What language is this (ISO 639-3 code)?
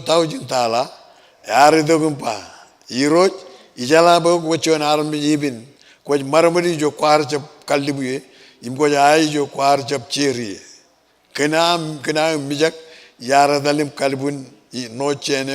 mah